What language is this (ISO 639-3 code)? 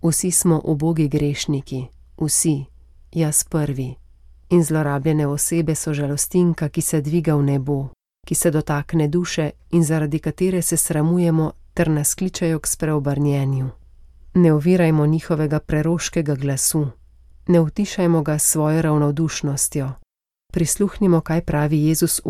slv